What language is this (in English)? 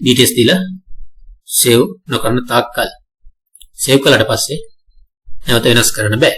Sinhala